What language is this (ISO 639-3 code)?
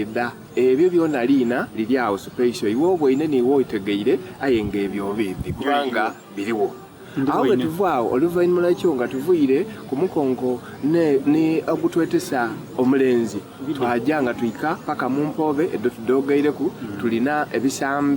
xog